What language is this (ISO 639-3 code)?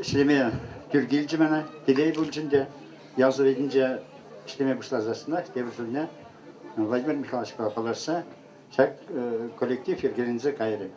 chv